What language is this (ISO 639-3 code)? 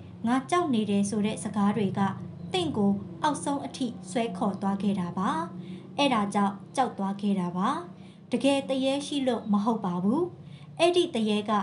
mya